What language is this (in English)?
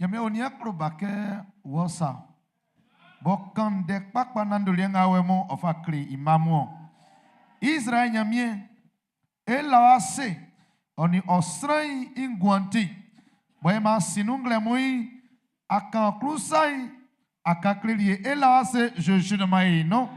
Baoulé